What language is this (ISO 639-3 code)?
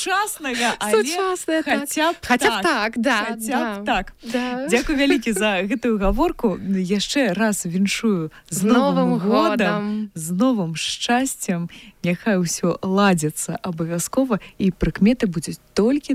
bel